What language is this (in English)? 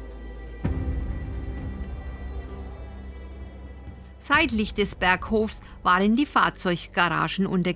German